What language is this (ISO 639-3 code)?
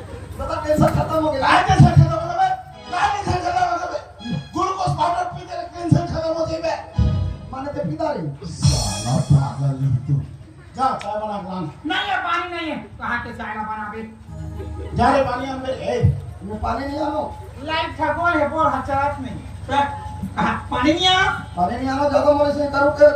hne